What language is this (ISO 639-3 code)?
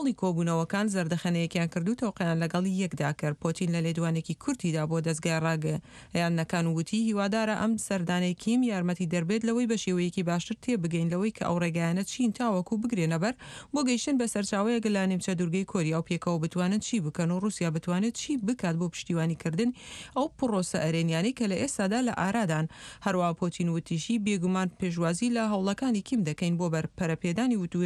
ckb